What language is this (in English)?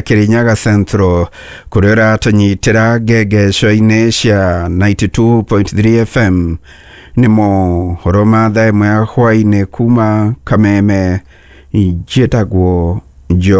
Kikuyu